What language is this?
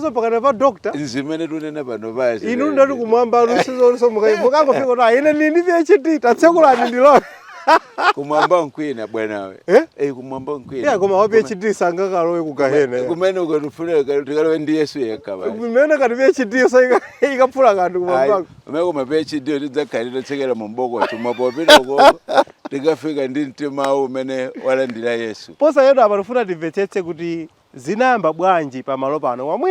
Nyanja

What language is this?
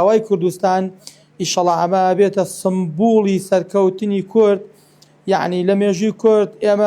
Central Kurdish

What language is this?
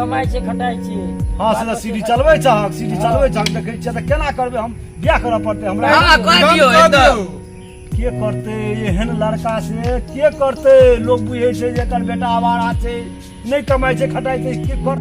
Maithili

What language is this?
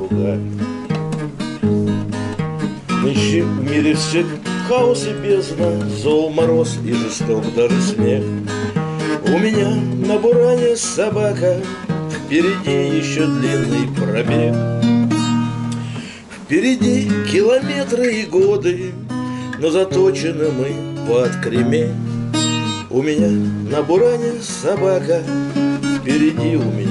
Russian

